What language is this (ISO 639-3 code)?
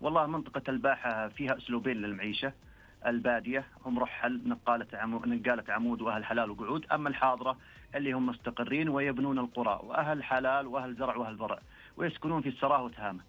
ars